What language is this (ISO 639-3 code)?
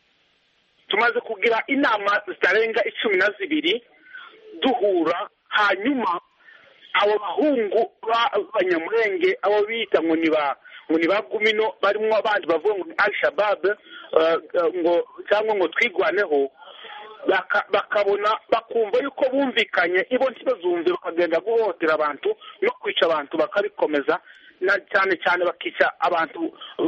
kin